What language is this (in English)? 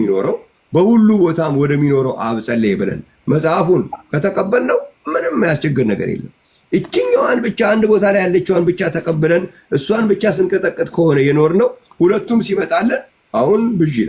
Amharic